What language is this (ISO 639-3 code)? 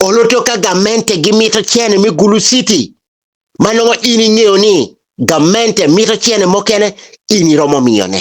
ach